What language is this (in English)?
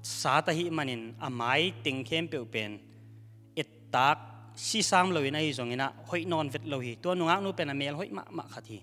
Tedim Chin